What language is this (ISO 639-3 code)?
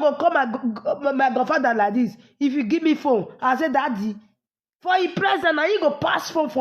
pcm